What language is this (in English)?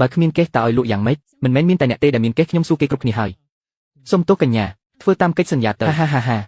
Khmer